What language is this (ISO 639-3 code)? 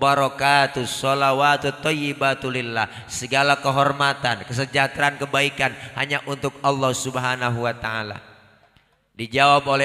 bew